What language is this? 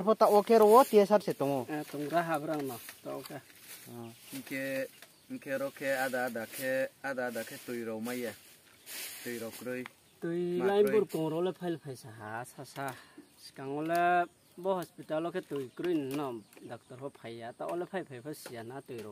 Riang (India)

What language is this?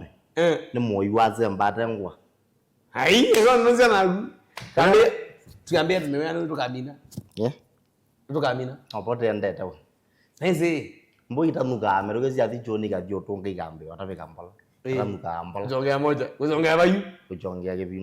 Kamba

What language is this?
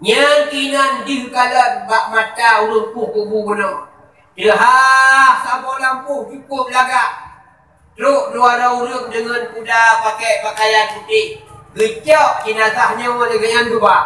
Achinese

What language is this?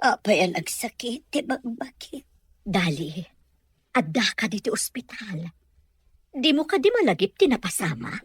Iloko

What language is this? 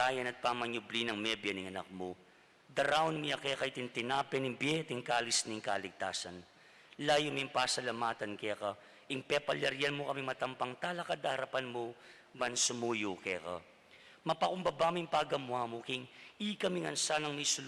Pampanga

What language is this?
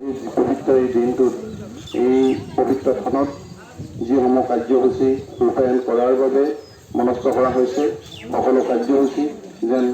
Assamese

